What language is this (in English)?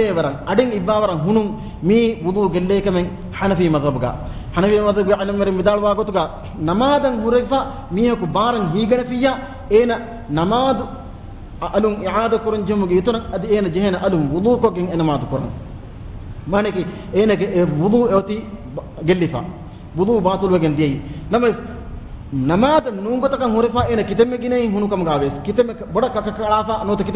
Divehi